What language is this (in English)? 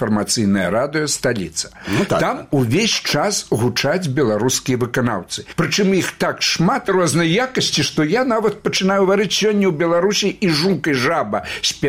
Belarusian